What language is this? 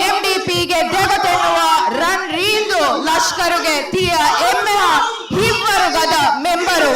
Divehi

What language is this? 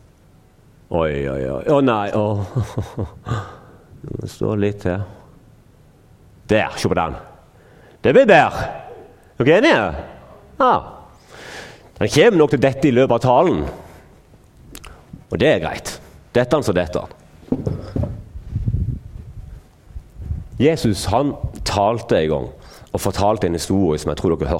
Norwegian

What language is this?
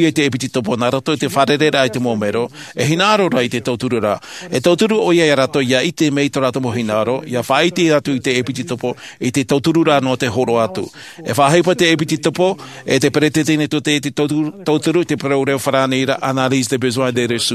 Tahitian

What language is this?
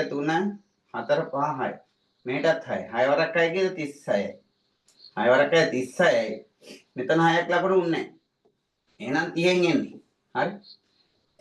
Sinhala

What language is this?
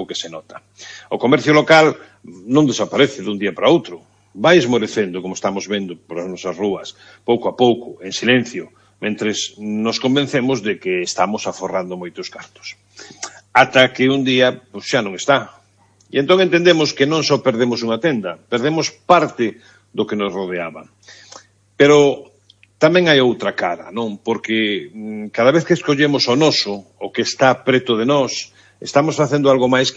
Galician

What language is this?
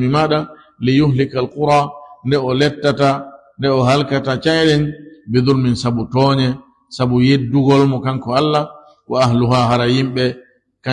Fula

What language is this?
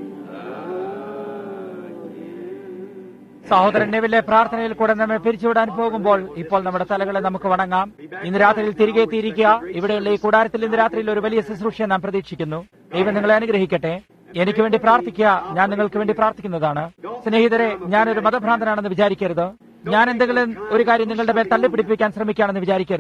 Malayalam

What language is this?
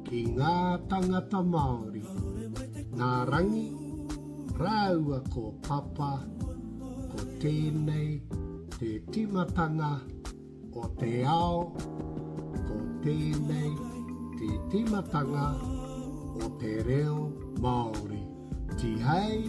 Māori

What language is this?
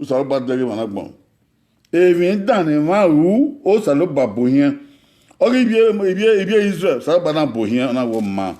Bini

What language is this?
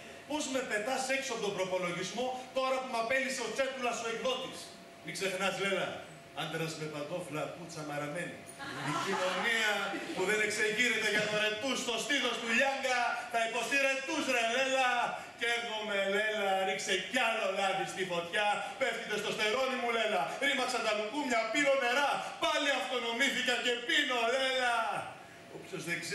Greek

